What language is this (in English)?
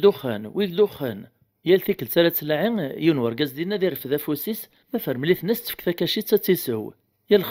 Kabyle